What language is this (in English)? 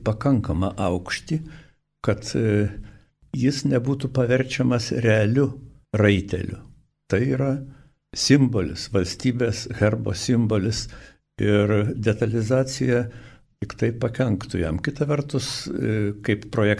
Lithuanian